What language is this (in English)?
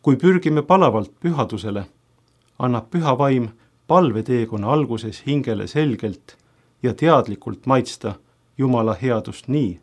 Estonian